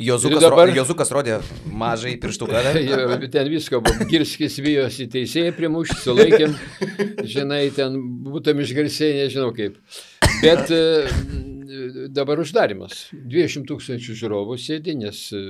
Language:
Lithuanian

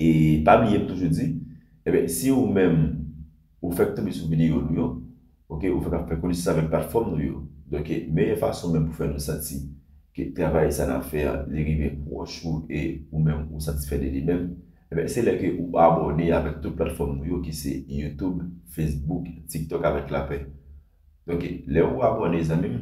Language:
Haitian Creole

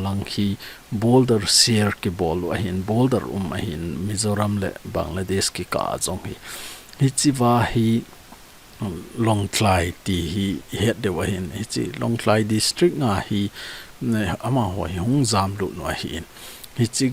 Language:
Thado Chin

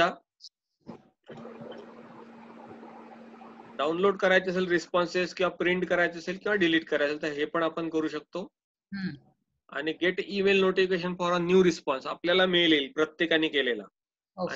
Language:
Marathi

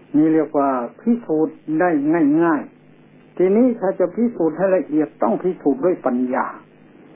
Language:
Thai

